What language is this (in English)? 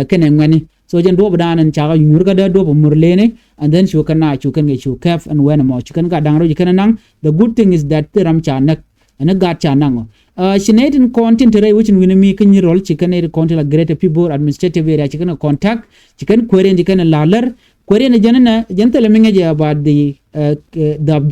Nuer